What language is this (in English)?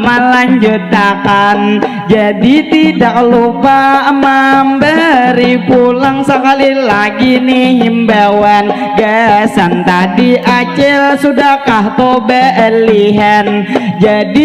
Banjar